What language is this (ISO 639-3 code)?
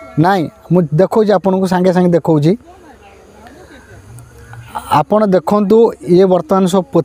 ori